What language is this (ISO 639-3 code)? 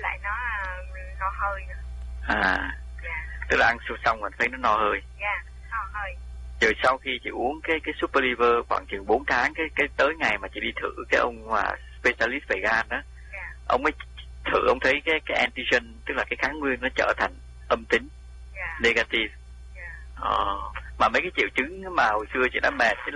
vie